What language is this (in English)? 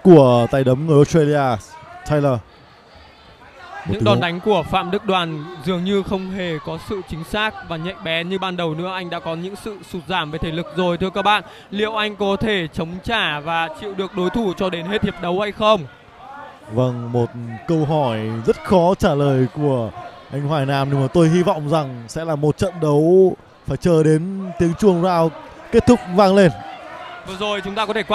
Vietnamese